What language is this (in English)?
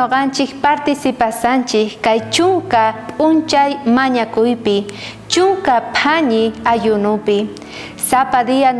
South Bolivian Quechua